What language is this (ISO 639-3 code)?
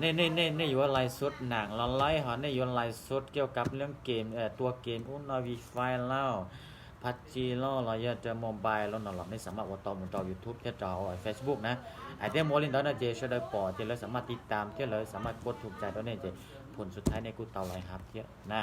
hmn